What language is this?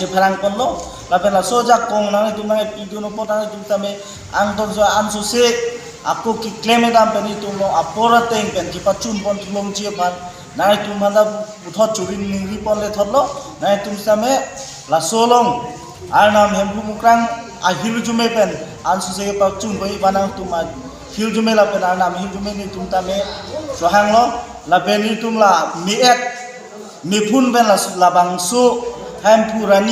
Karbi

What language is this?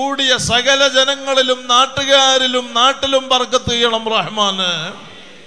Malayalam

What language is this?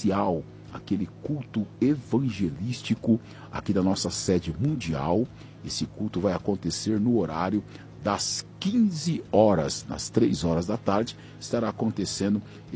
Portuguese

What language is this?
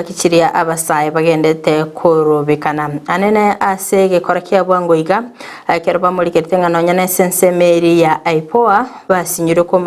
Gusii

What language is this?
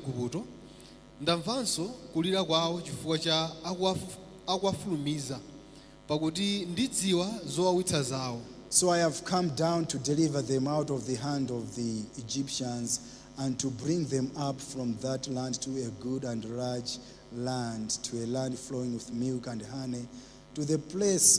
Nyanja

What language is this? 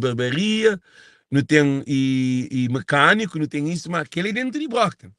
Kabuverdianu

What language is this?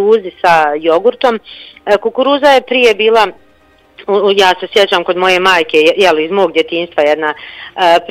Bosnian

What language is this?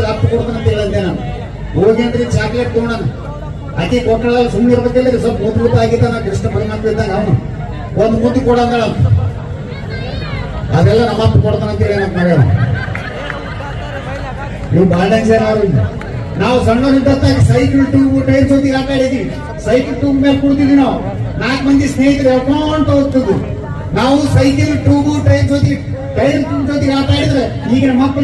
Kannada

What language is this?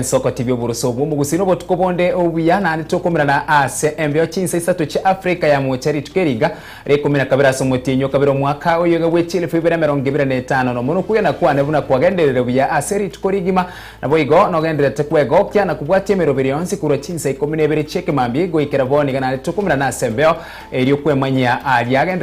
Gusii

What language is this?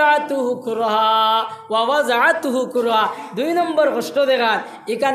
Sylheti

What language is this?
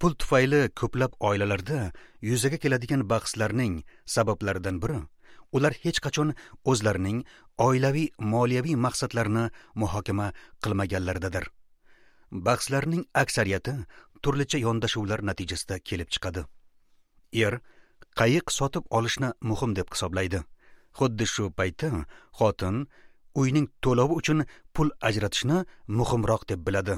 Uzbek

